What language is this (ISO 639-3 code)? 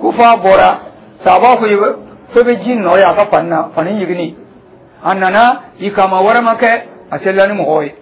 dyu